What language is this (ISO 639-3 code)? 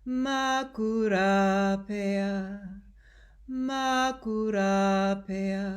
mri